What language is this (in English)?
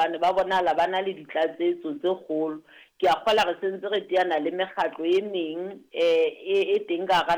Southern Sotho